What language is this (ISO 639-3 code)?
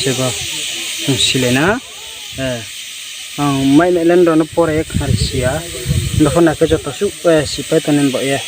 ria